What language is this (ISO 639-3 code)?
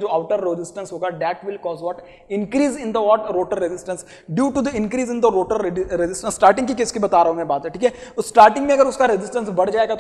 hin